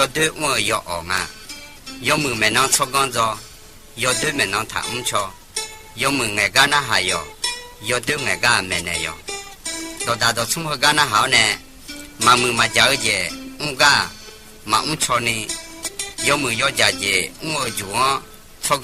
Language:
Akha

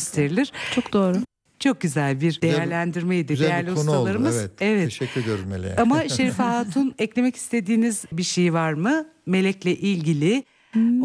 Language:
Turkish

